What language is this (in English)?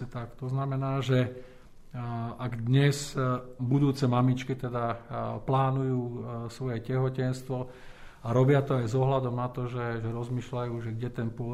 Slovak